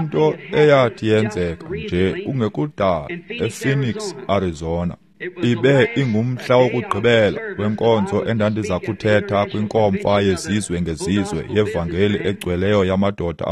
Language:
Xhosa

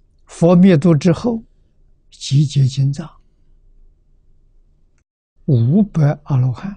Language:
Chinese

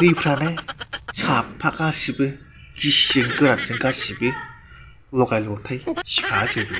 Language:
Bodo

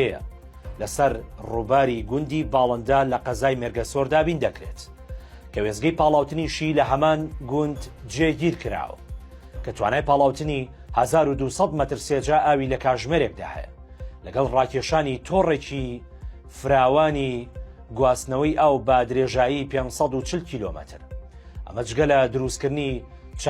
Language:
Central Kurdish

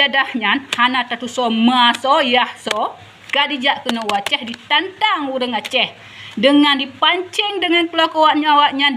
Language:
Achinese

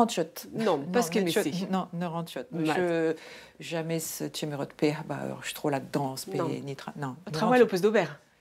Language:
Breton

